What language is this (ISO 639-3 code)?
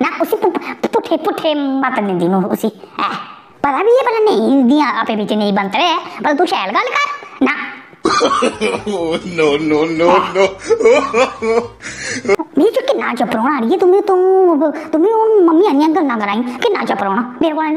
doi